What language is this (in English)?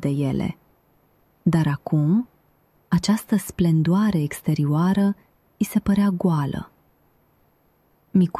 Romanian